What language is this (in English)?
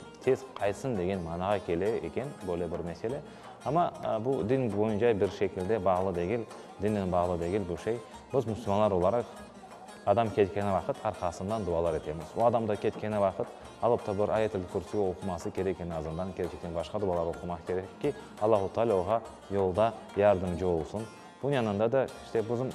Crimean Tatar